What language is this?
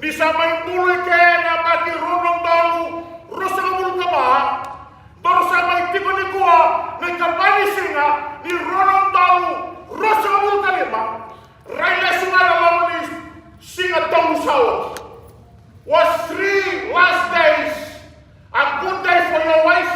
Fijian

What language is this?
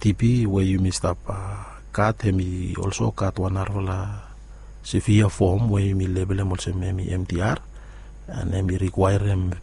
Bislama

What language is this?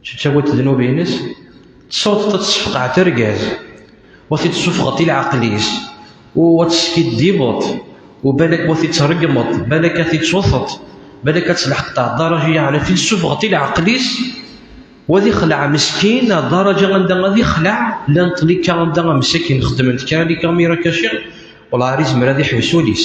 Kabyle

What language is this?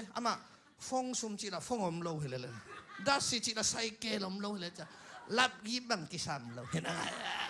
Tedim Chin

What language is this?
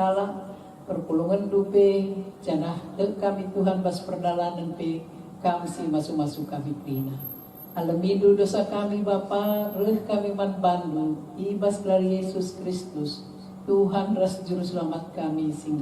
Batak Karo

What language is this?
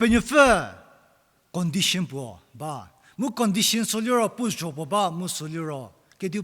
Angami Naga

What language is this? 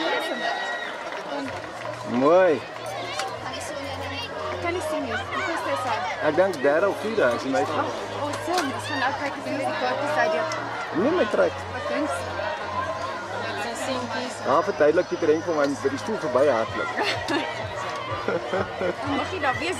Afrikaans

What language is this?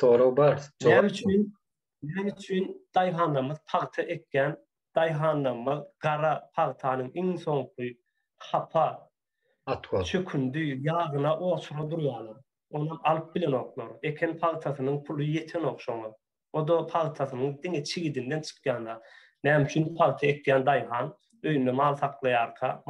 Turkmen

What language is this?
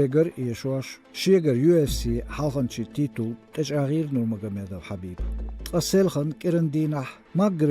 Chechen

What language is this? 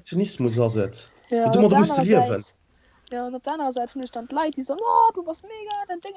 Luxembourgish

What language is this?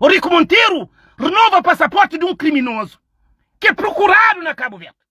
Kabuverdianu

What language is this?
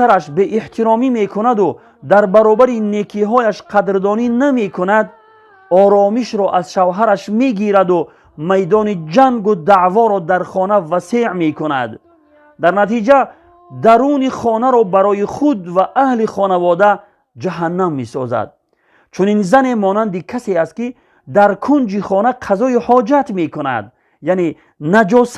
Tajik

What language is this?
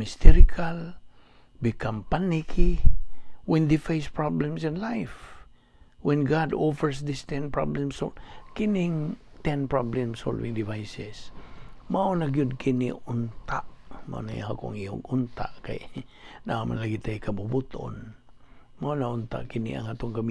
Cebuano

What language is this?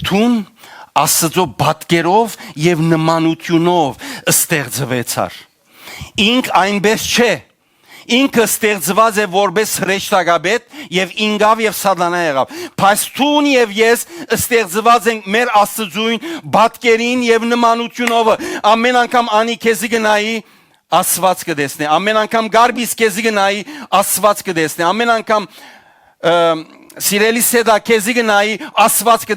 Western Armenian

